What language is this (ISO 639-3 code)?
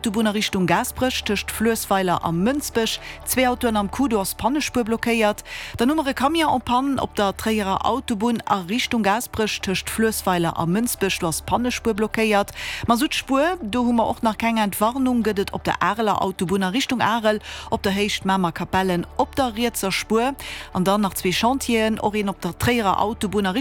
ltz